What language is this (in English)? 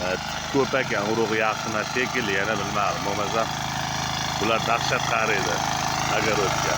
Uzbek